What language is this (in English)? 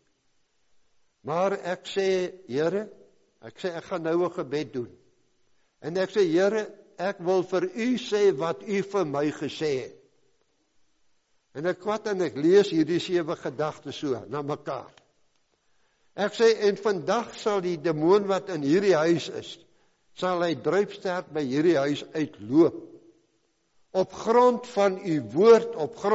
Afrikaans